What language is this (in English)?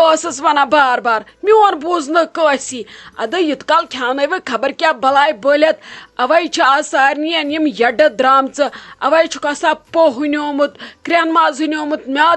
Kashmiri